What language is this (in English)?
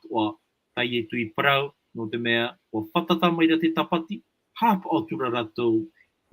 Tahitian